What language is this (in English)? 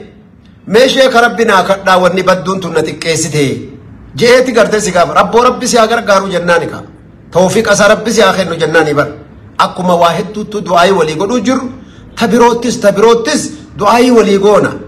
Oromo